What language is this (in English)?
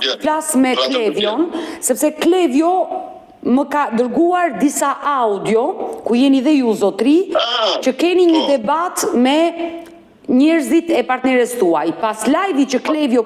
Albanian